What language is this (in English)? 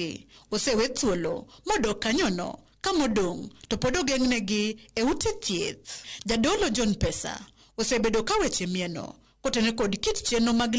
Luo (Kenya and Tanzania)